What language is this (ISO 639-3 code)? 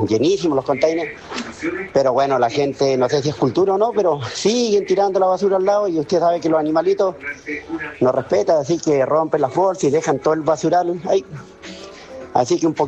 spa